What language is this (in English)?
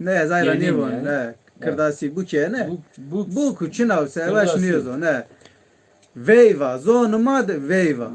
Zaza